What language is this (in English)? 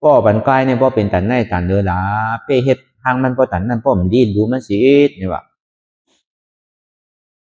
Shan